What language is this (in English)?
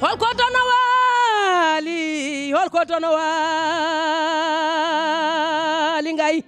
Fula